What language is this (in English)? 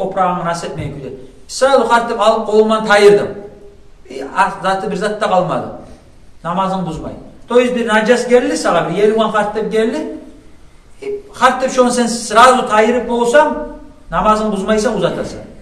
Kumyk